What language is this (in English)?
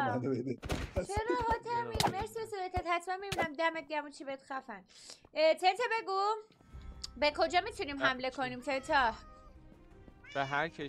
Persian